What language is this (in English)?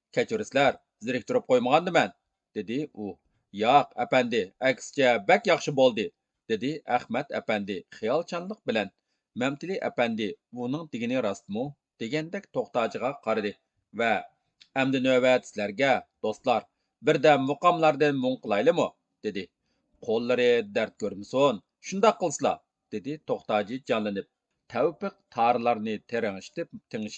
Uyghur